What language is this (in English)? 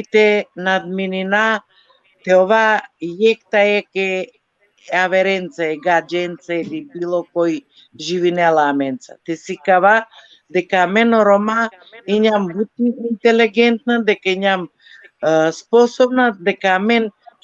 Balkan Romani